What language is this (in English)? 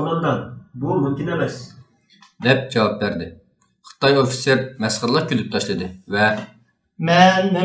Uyghur